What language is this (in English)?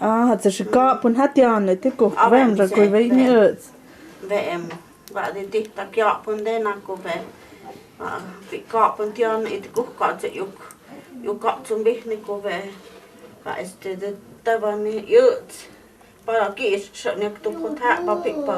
Totontepec Mixe